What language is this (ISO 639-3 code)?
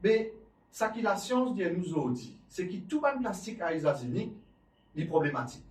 mfe